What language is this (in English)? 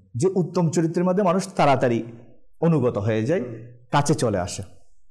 Bangla